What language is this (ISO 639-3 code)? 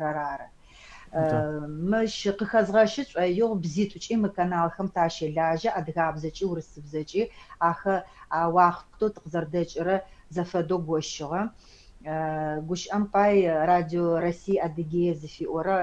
ady